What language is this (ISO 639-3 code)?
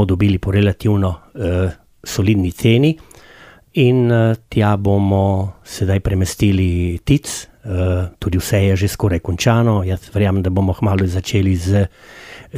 slv